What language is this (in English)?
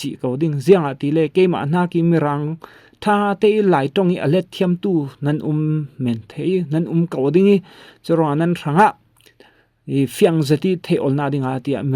Falam Chin